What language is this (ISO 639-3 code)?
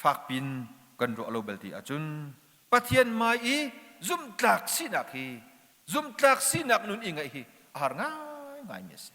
cnh